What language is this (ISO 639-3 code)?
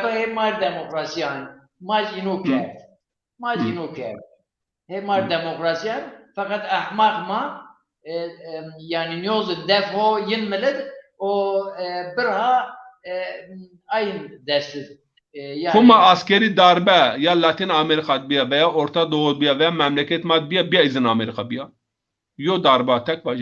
zza